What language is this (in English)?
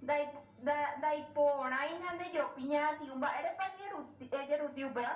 Guarani